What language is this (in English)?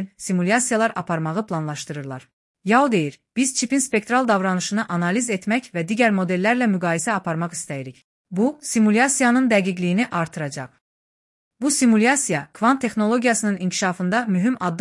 Azerbaijani